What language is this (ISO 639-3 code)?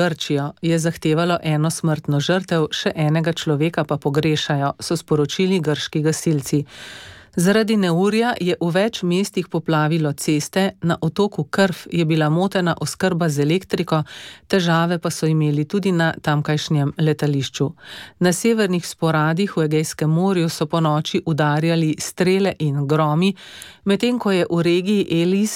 slv